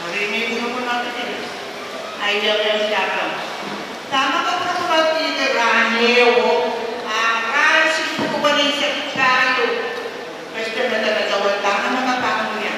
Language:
Pohnpeian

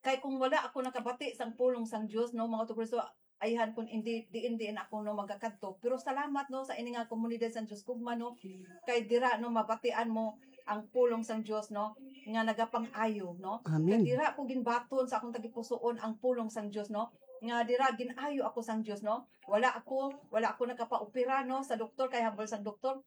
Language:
Hiligaynon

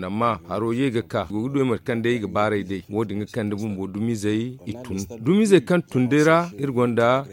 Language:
Zarma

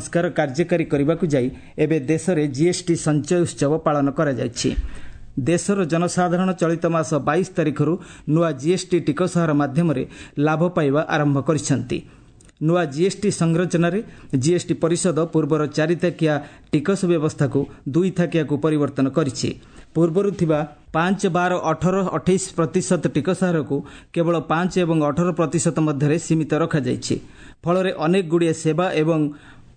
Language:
Odia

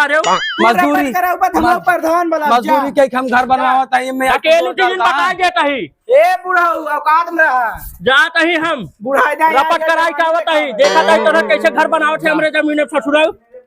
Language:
Awadhi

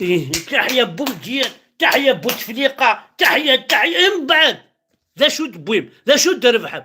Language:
Kabyle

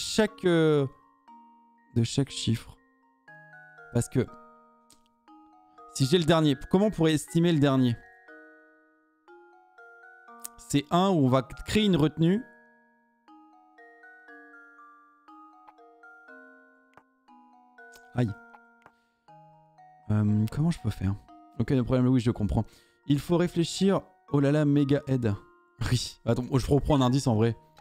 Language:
French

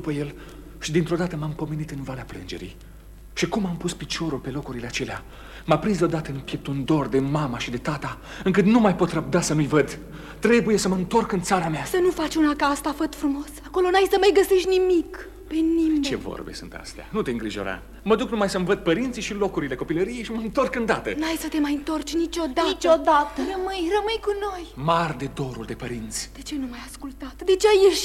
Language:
Romanian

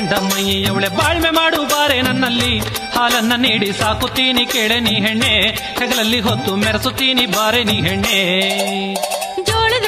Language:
Kannada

